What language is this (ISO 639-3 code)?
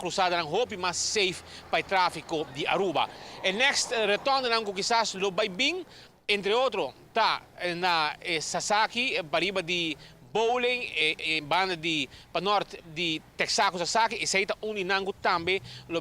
pap